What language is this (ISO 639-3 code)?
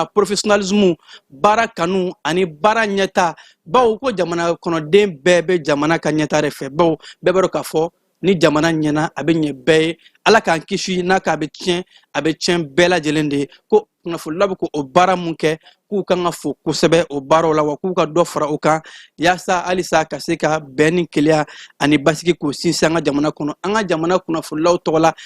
bam